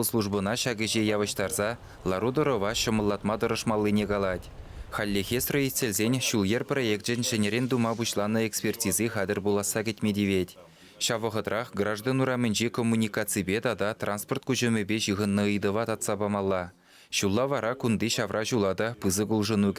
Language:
Chuvash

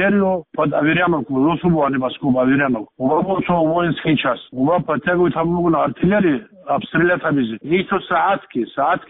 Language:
Avaric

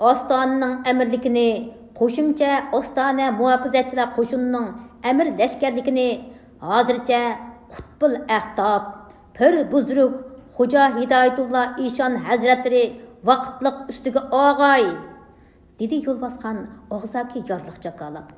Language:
Uyghur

